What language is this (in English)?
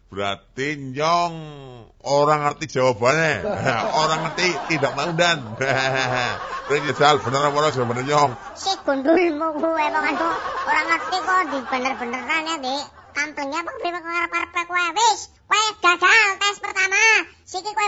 Javanese